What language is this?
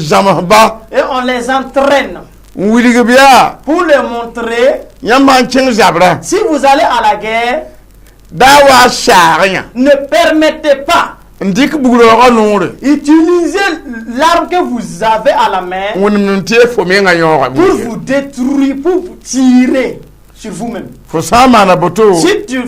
Mossi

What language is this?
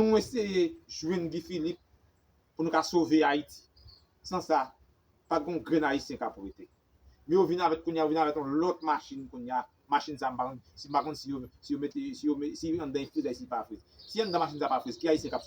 Haitian Creole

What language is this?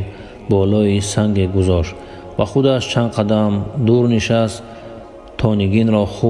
Tajik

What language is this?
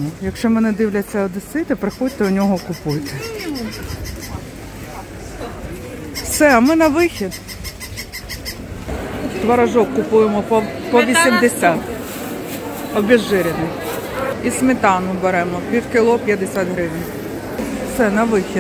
Ukrainian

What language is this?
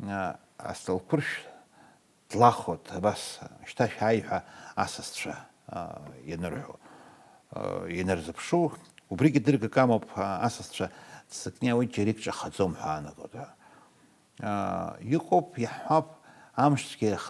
Abkhazian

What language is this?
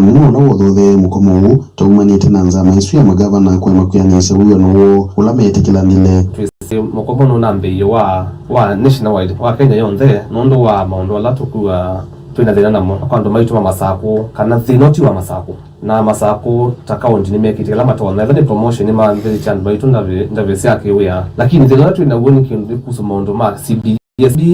Kamba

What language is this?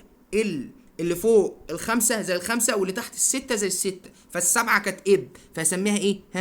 Egyptian Arabic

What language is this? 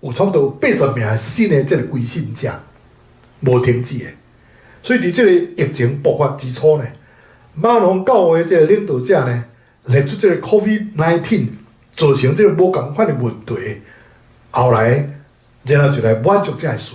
Min Nan Chinese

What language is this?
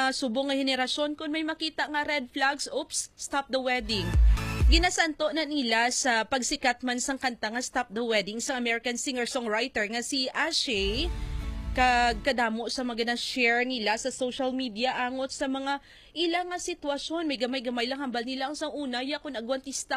Hiligaynon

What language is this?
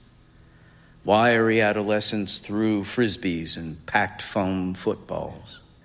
English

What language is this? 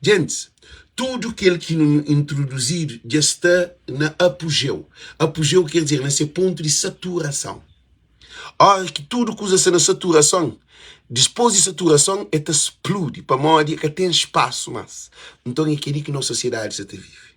Kabuverdianu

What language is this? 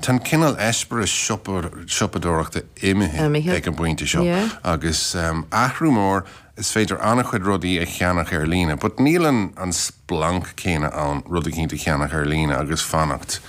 Irish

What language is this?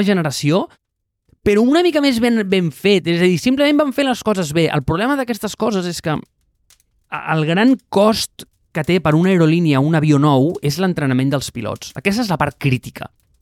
Catalan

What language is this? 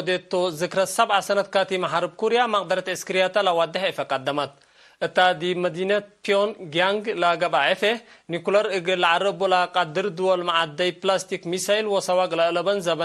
Tigre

